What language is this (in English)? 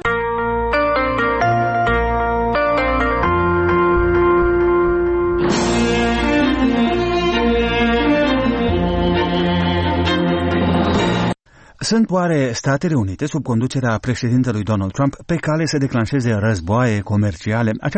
Romanian